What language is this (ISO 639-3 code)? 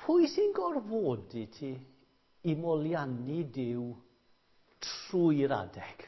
cym